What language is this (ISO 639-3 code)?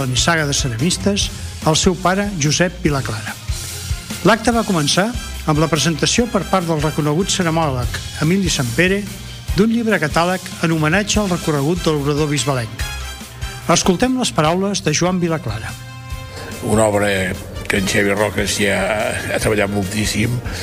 cat